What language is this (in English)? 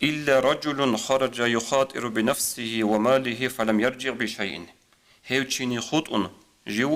Avaric